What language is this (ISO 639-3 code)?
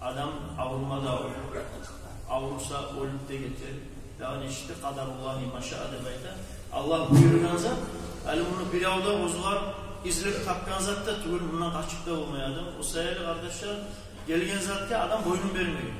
kum